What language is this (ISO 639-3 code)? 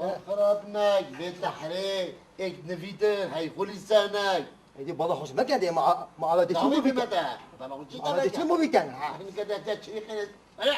kur